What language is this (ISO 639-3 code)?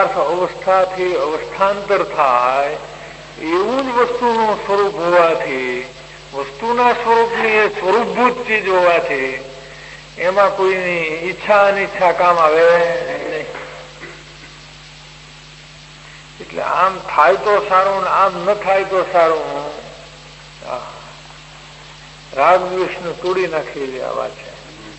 guj